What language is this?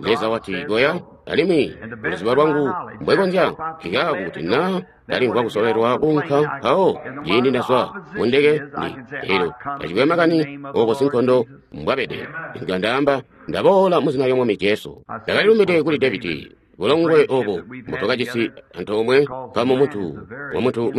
Tonga (Zambia)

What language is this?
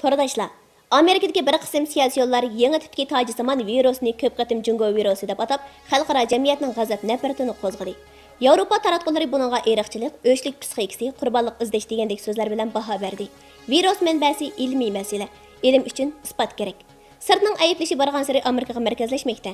Uyghur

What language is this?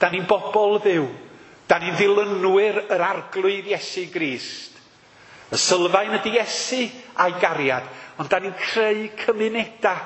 Welsh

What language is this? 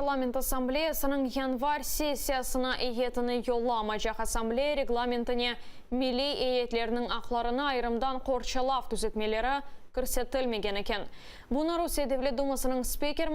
Crimean Tatar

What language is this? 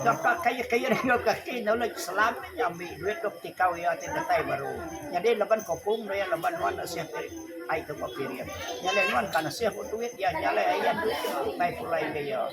Iban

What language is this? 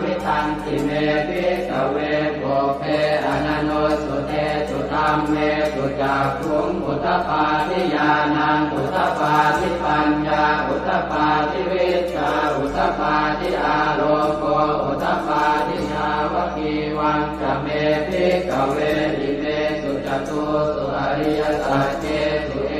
Pali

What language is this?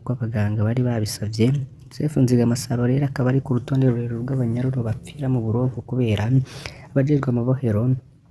Rundi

